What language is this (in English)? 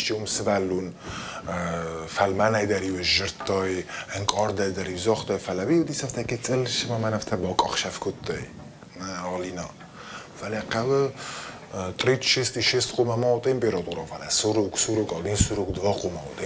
Ossetic